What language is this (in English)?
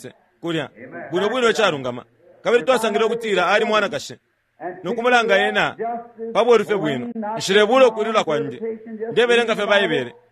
Bemba